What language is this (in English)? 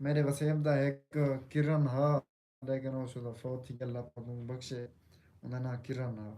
Saraiki